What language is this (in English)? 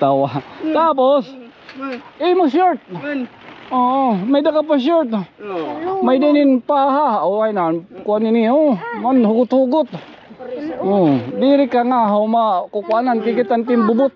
Waray